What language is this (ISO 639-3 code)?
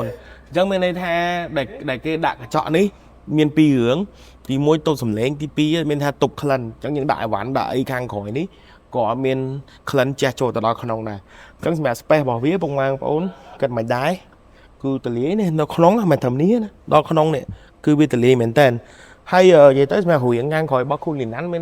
khm